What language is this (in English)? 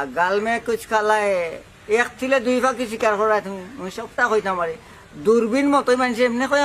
Sylheti